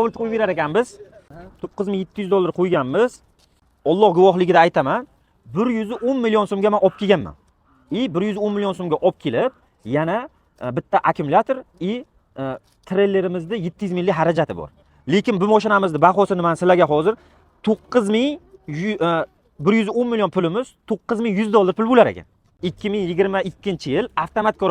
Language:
Uzbek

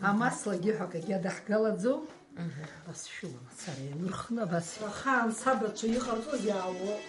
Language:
Abkhazian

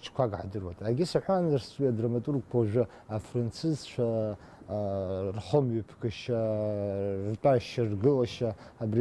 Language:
Abkhazian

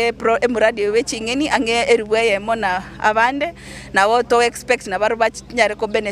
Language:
Gusii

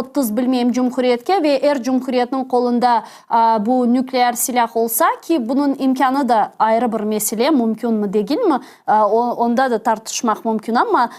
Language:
Crimean Tatar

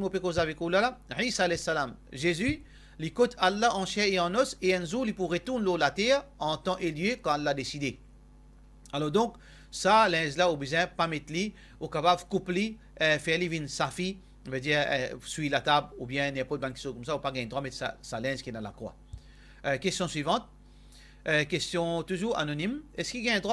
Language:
Morisyen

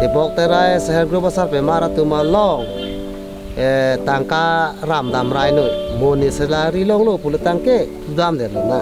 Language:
Karbi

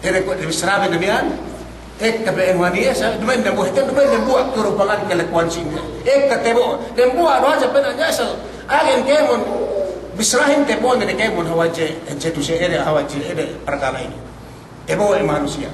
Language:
Yakan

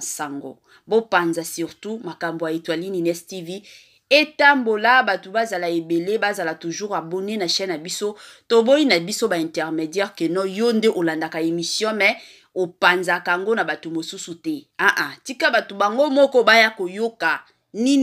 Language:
Lingala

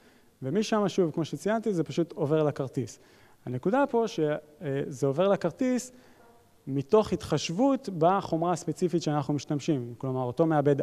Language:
Hebrew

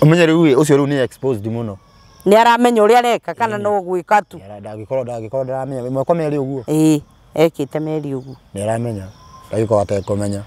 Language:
Kikuyu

